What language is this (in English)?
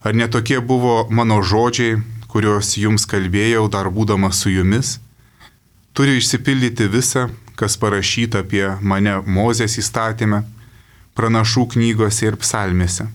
Lithuanian